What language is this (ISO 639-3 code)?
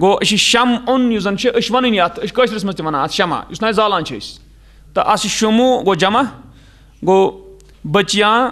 kas